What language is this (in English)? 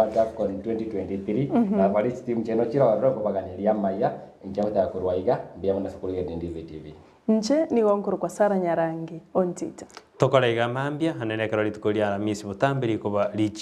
Gusii